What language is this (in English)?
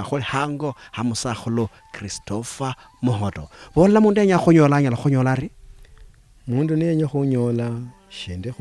Luyia